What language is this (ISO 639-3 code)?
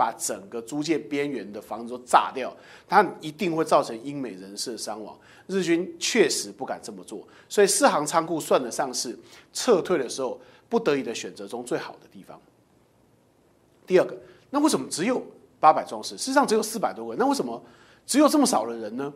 zho